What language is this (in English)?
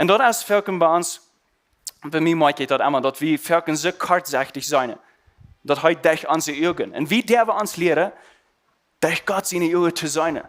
Plautdietsch